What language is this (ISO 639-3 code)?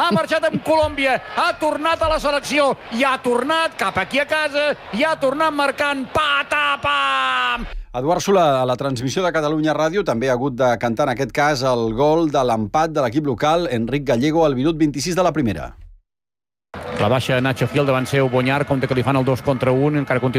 cat